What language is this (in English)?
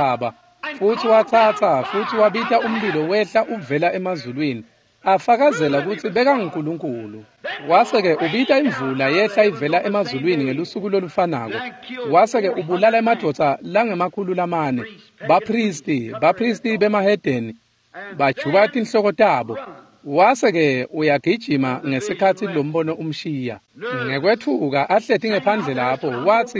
Swati